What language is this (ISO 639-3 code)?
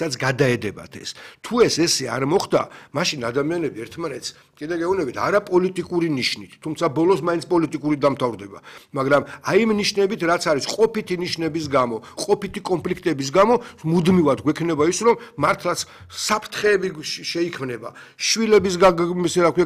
kat